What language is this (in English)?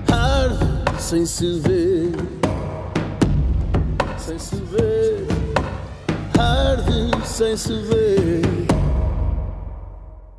Portuguese